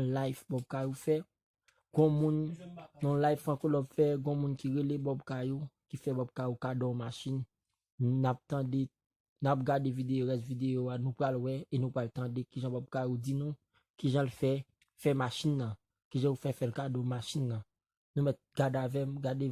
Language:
Haitian Creole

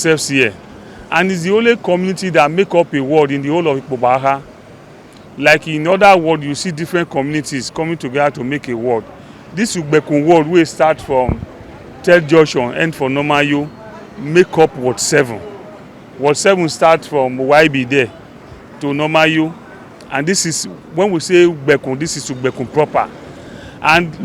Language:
Nigerian Pidgin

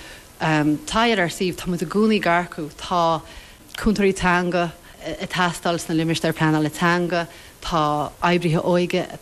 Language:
Irish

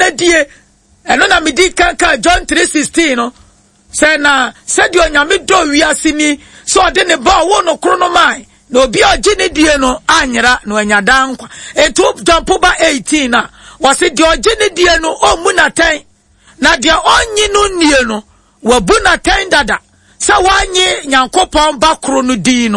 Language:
Akan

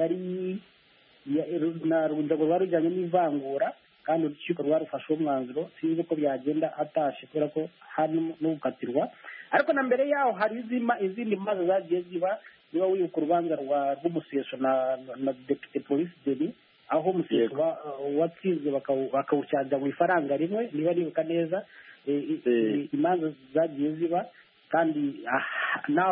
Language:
Kinyarwanda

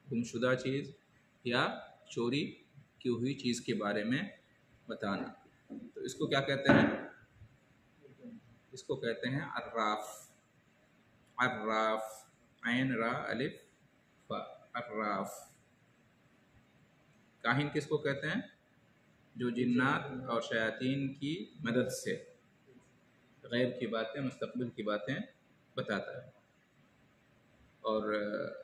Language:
Urdu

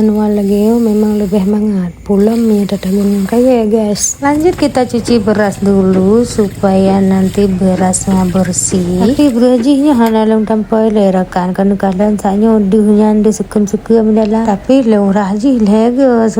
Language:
Achinese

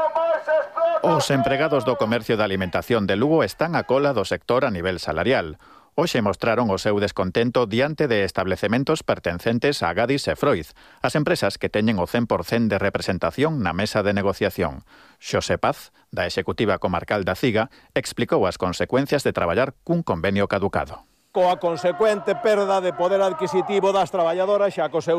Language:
Galician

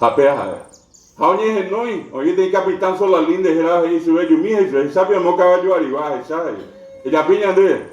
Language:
Guarani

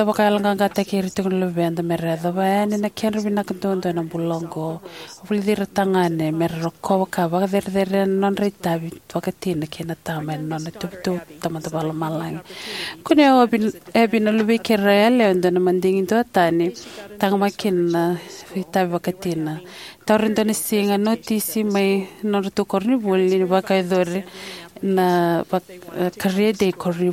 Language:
Fijian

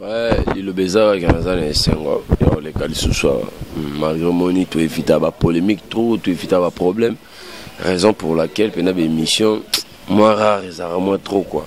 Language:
Lingala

